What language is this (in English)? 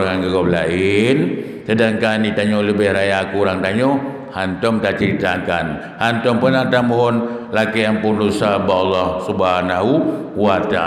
Achinese